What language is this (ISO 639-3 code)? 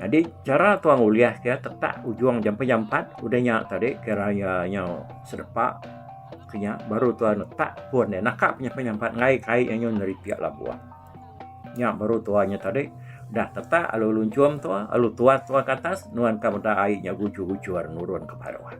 iba